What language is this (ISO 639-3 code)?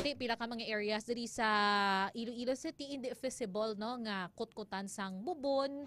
hil